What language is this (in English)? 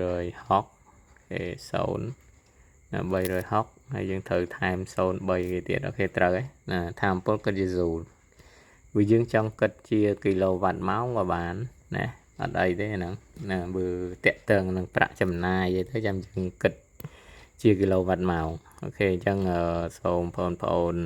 Khmer